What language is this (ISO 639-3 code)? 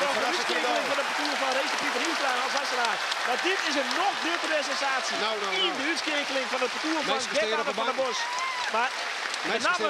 fry